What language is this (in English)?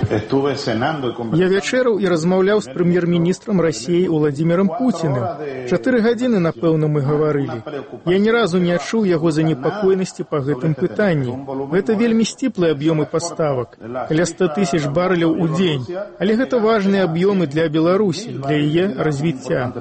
Belarusian